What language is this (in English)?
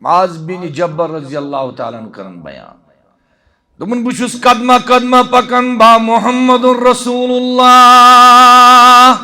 Kashmiri